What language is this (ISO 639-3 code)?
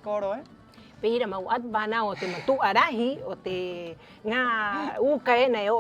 rap